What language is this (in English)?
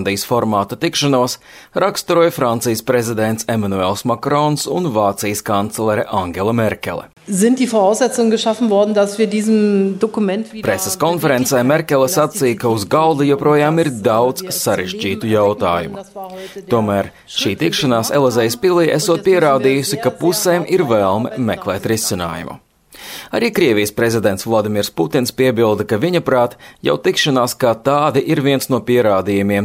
Latvian